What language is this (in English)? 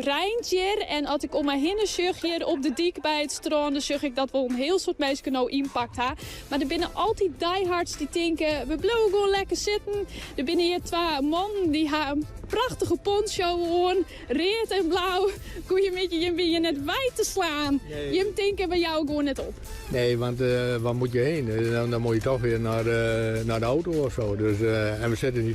Western Frisian